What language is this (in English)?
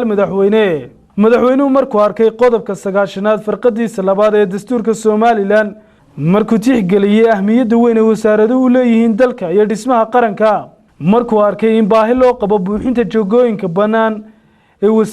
Somali